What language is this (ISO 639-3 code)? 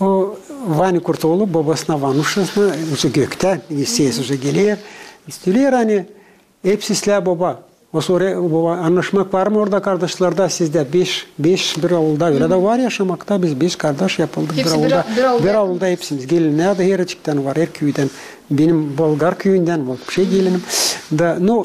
gag